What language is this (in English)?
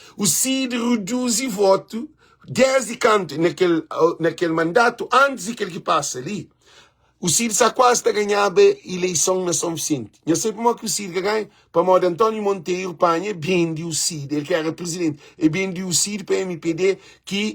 Kabuverdianu